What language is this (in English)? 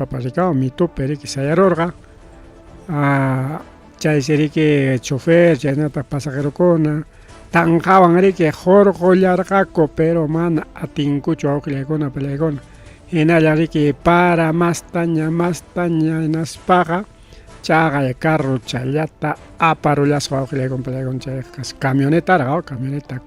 Ayacucho Quechua